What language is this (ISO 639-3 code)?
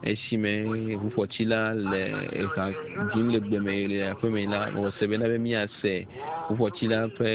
ewe